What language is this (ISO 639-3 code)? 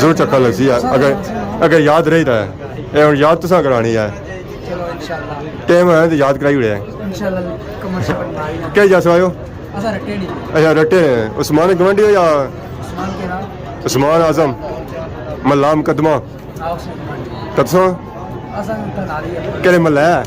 phr